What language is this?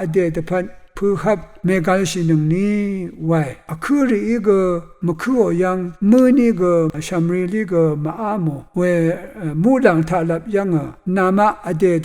Rawang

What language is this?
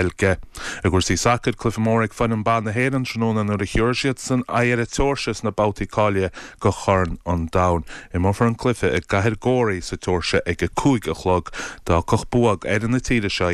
Irish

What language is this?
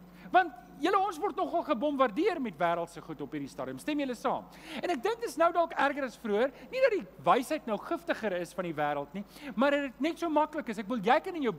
Afrikaans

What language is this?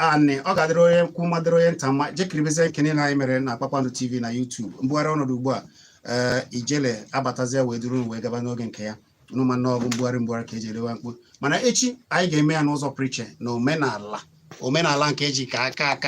Igbo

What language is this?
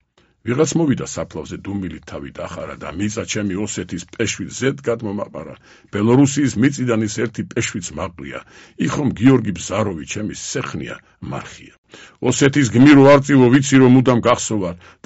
Georgian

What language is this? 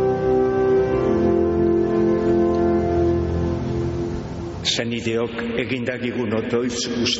Basque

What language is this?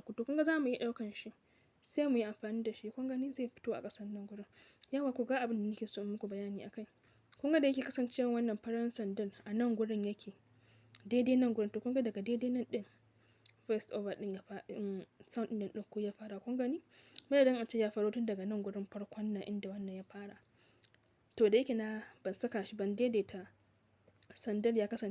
Hausa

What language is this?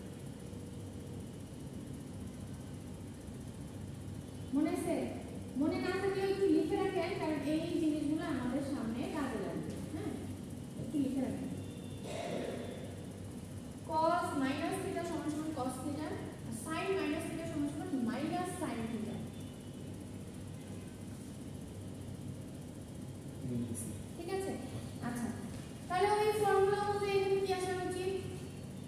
Bangla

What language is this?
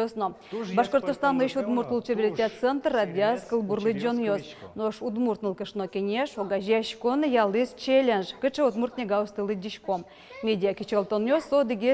Udmurt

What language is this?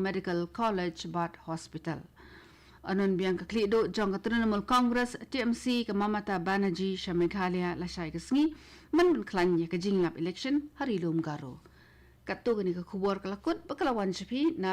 Khasi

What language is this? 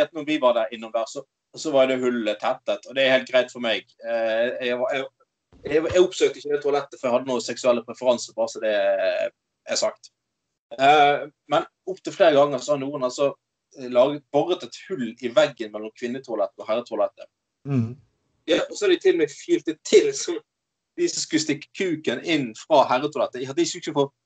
Norwegian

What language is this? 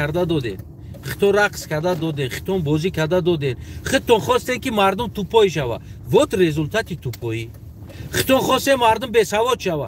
Tajik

